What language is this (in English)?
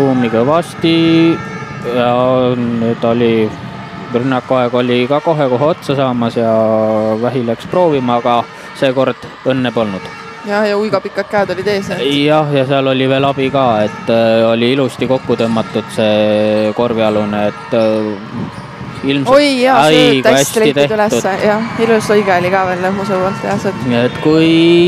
Estonian